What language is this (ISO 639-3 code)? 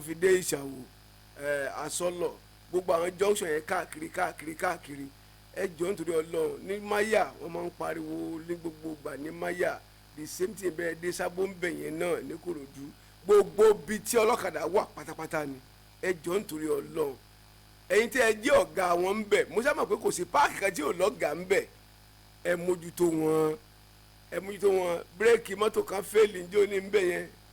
yor